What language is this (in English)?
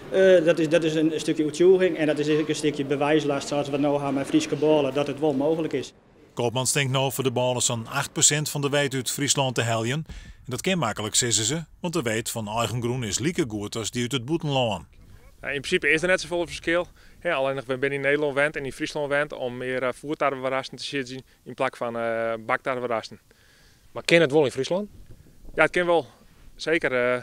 Western Frisian